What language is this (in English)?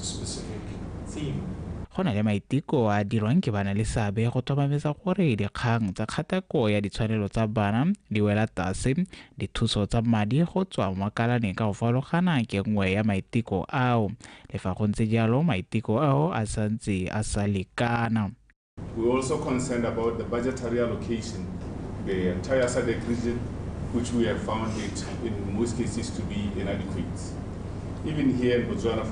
Tswana